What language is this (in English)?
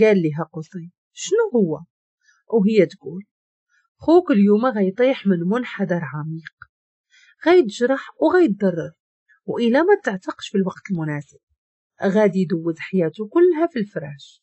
Moroccan Arabic